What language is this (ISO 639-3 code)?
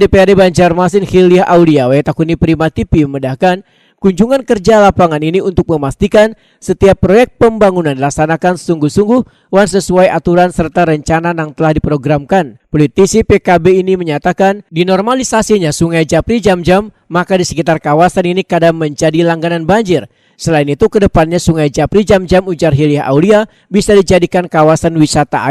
bjn